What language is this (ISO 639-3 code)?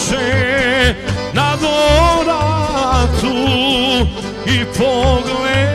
srp